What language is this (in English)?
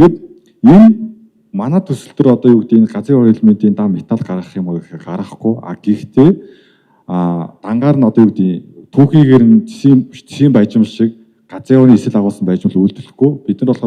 Mongolian